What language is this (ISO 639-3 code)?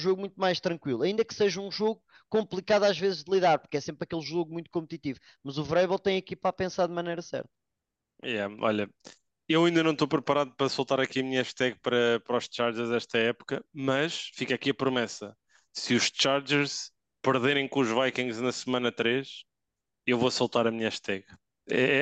por